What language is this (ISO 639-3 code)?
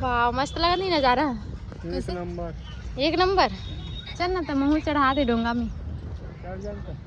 hne